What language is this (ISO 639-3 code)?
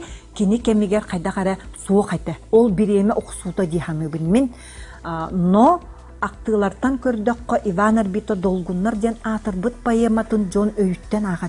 sah